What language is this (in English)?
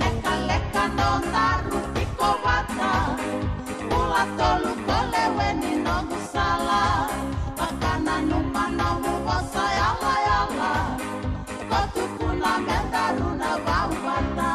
Fijian